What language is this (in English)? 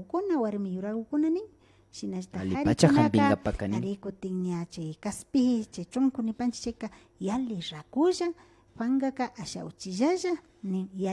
Imbabura Highland Quichua